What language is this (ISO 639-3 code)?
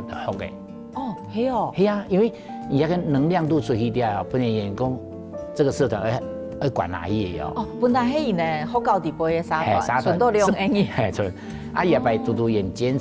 hak